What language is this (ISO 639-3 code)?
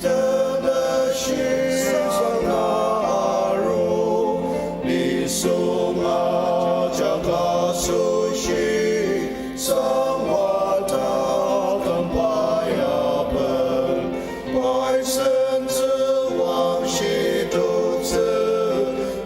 njo